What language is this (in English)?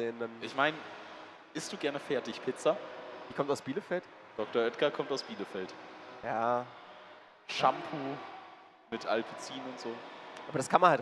German